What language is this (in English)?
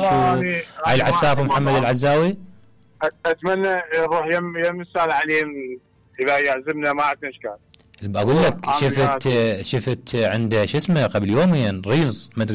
Mesopotamian Arabic